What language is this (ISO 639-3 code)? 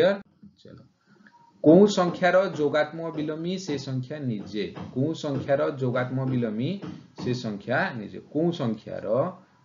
ori